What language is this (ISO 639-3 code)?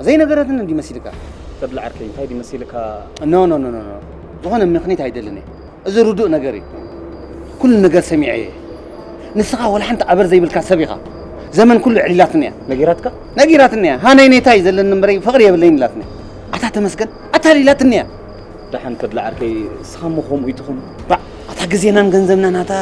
tir